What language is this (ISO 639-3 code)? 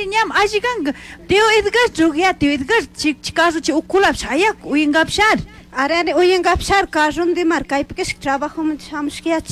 qug